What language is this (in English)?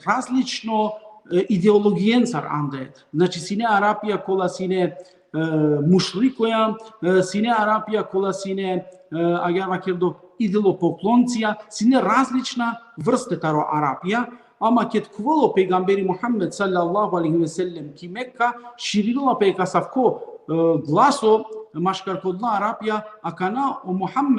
Balkan Romani